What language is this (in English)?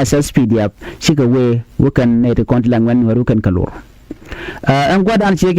Nuer